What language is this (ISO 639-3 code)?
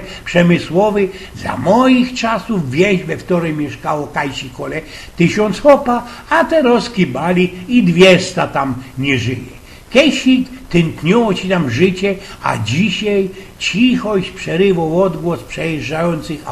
szl